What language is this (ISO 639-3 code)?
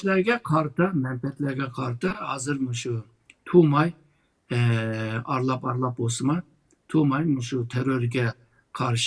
uig